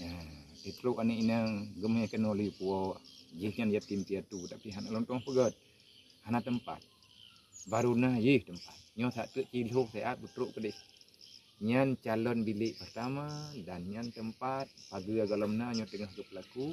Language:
Achinese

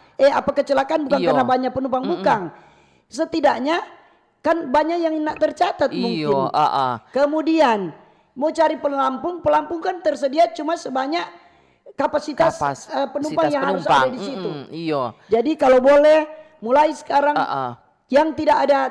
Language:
Manado Malay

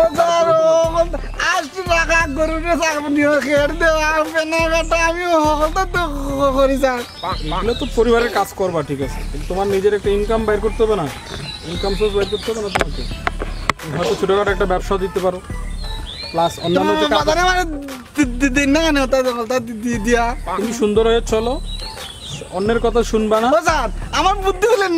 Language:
Sylheti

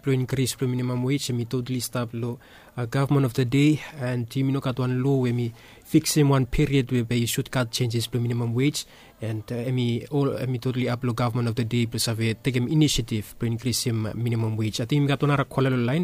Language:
Bislama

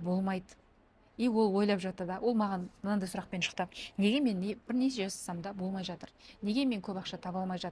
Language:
Kazakh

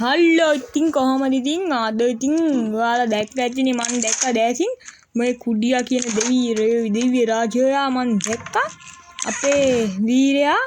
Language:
Sinhala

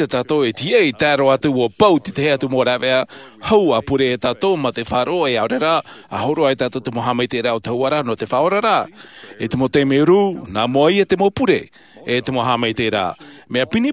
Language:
Tahitian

